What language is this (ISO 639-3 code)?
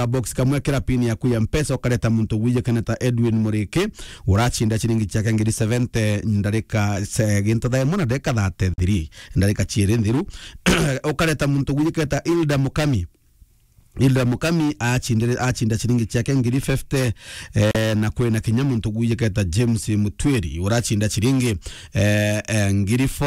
mer